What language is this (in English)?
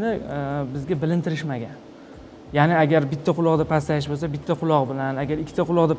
Uzbek